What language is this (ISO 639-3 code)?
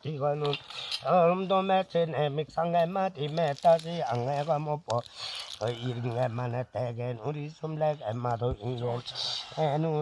lif